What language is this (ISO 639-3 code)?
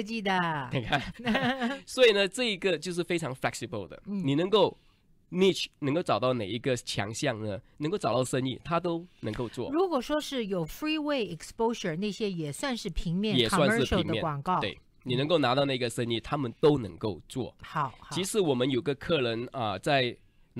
zho